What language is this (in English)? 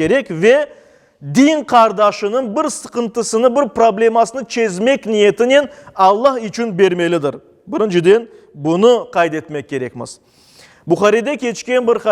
Crimean Tatar